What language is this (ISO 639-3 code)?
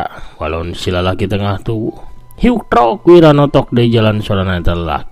sun